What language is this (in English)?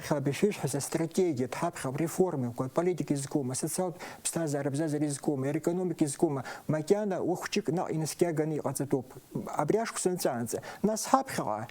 Abkhazian